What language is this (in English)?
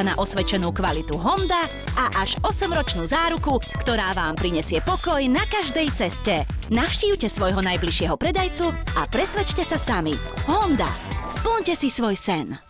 Slovak